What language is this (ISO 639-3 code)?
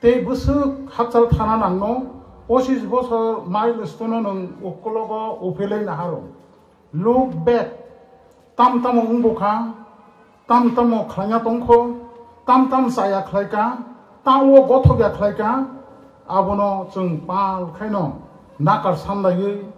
trp